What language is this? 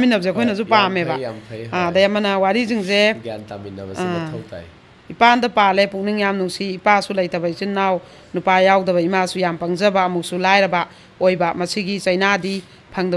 Manipuri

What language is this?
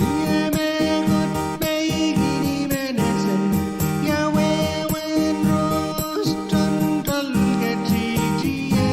Pohnpeian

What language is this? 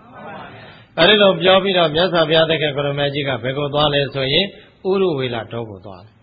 Burmese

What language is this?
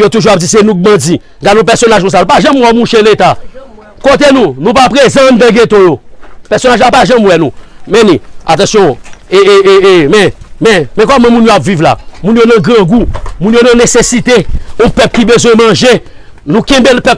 Haitian Creole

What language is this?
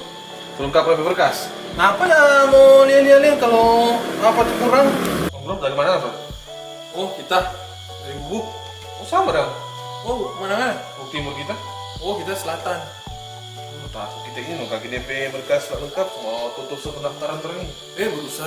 Manado Malay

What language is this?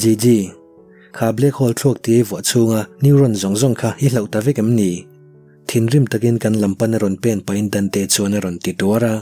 Mizo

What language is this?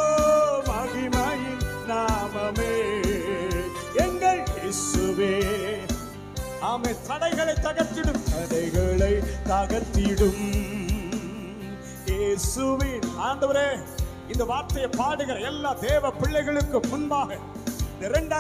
Tamil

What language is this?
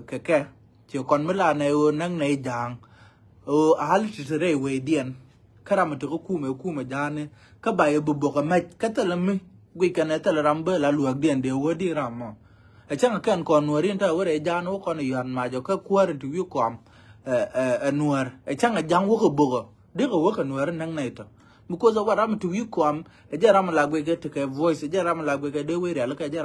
Nuer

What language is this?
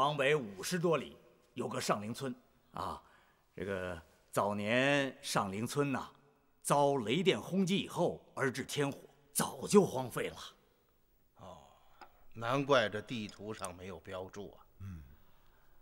Chinese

